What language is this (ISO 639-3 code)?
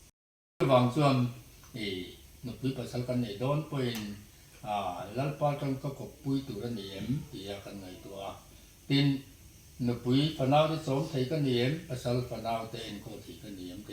lus